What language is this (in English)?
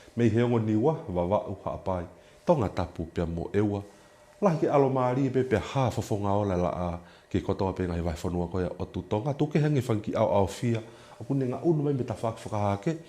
Tongan